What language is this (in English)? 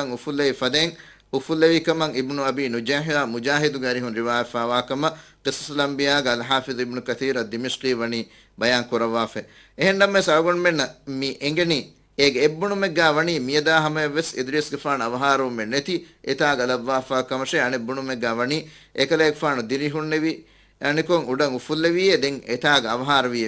Divehi